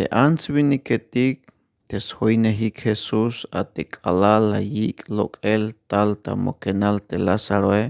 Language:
Tzeltal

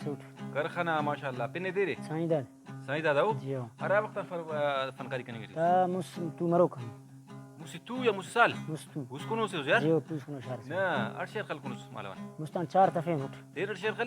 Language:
Brahui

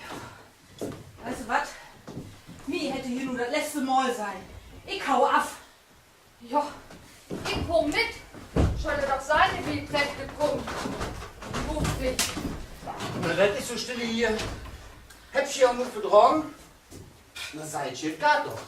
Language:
Low German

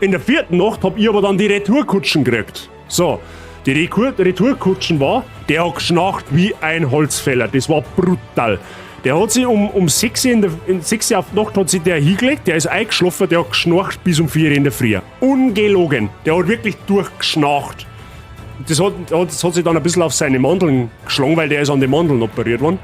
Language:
Bavarian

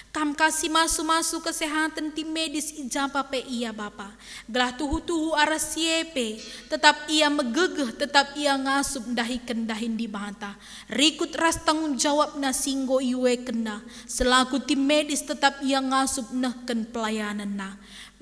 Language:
Batak Karo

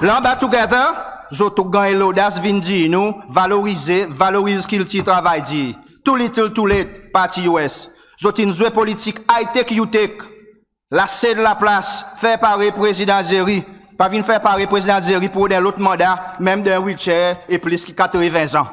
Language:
Seselwa Creole French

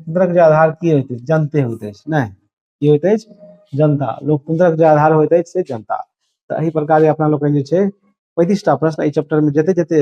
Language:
Maithili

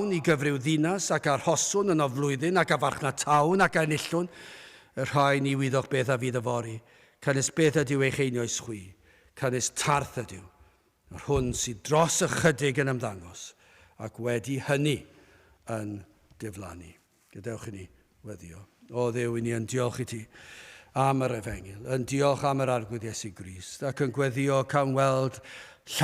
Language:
Welsh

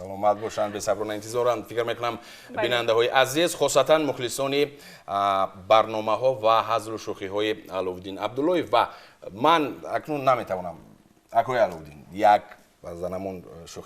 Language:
Tajik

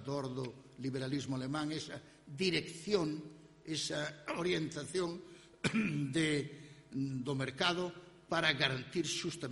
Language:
Galician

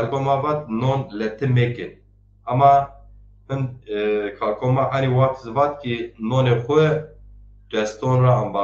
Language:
Zaza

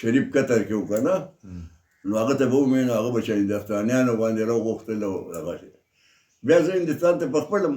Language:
Pashto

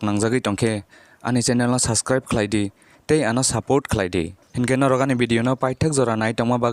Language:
Kok Borok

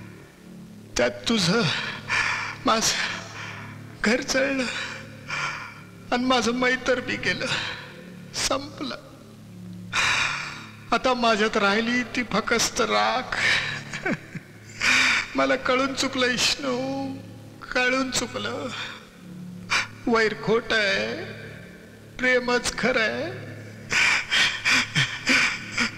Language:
Marathi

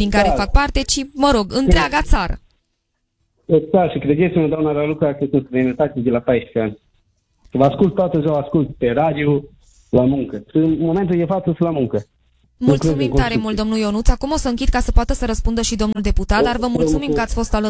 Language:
Romanian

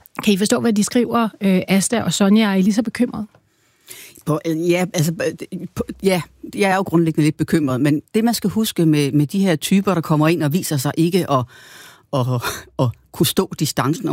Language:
Danish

